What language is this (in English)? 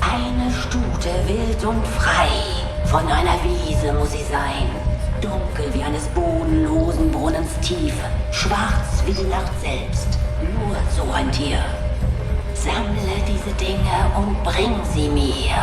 Swiss German